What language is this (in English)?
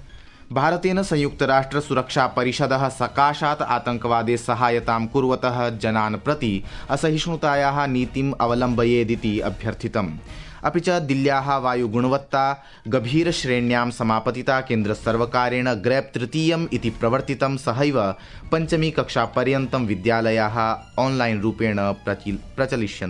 Sanskrit